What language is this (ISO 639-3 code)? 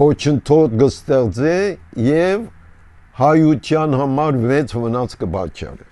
hye